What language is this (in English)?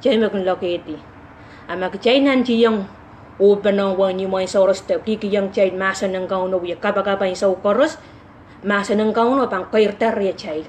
Pohnpeian